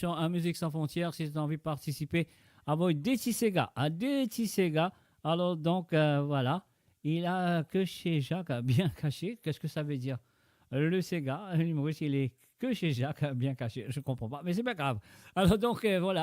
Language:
Morisyen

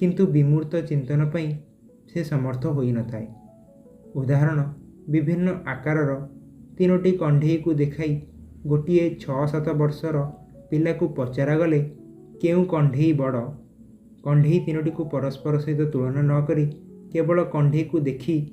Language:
Odia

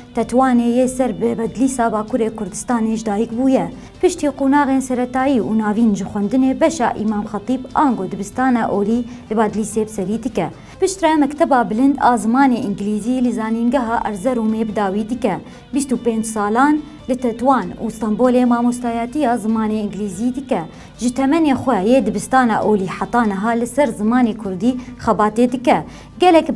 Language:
Kurdish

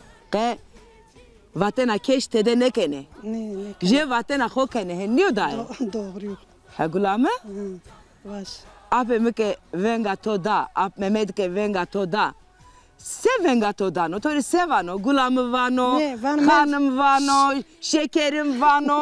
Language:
Zaza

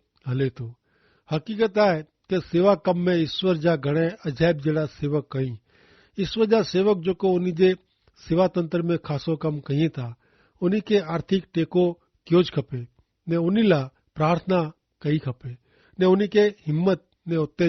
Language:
Kachhi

